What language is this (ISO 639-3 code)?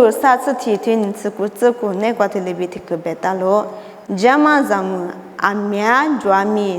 lis